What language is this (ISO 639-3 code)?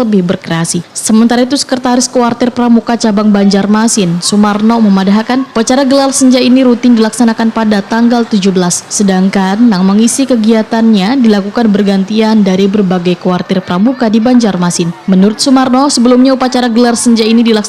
bjn